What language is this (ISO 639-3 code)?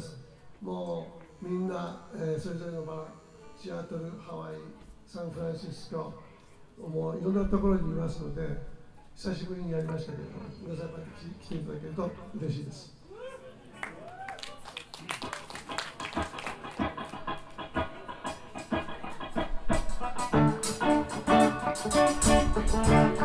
jpn